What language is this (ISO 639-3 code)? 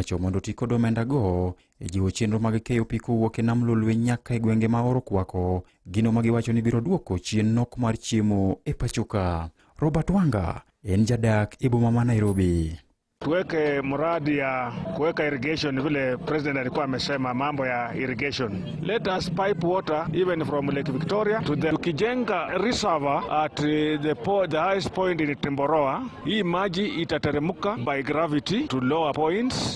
luo